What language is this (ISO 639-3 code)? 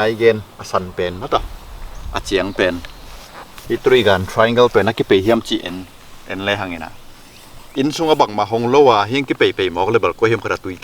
ctd